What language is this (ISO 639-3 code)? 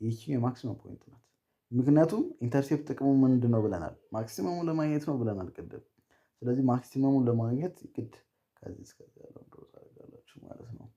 amh